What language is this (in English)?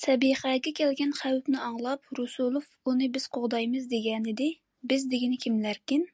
Uyghur